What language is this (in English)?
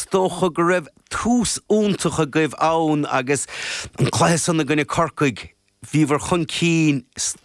Irish